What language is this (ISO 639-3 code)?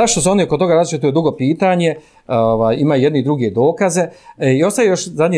bos